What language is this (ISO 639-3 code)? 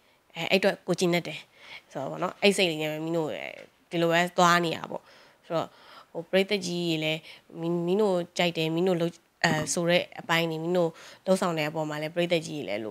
mya